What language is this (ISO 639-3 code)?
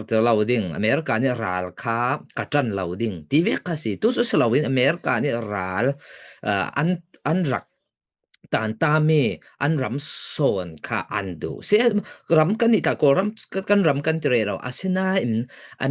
cfm